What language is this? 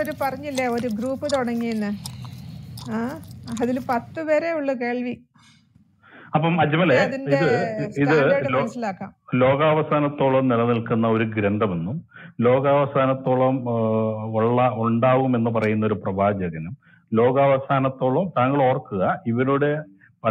Malayalam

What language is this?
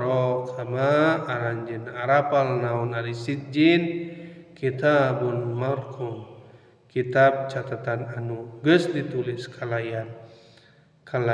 Sundanese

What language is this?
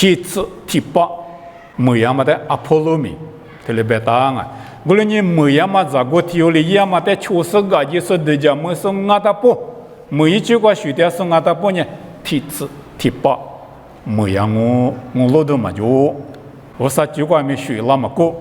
Lisu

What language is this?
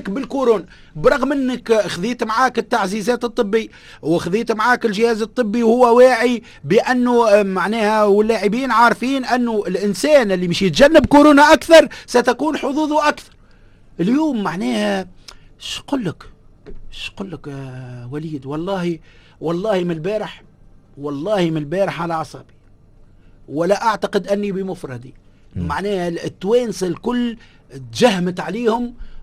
Tunisian Arabic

